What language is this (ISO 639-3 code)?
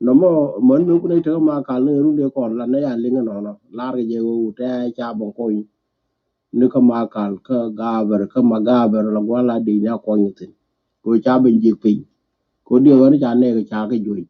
nus